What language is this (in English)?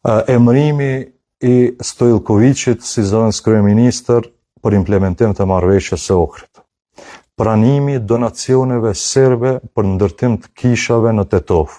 Albanian